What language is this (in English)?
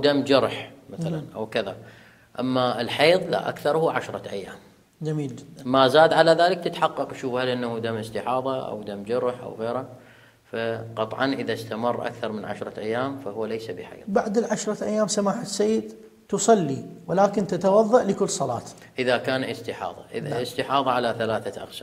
Mesopotamian Arabic